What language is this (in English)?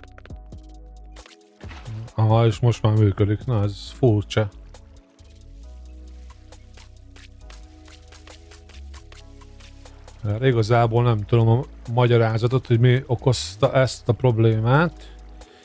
Hungarian